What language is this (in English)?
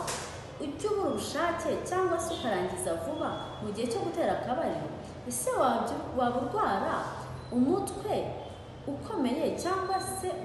Kinyarwanda